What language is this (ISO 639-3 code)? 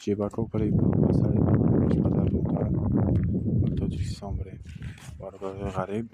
tgk